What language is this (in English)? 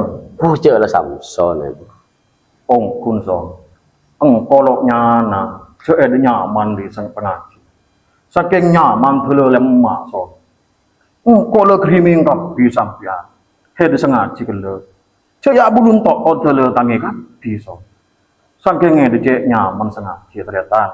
Madurese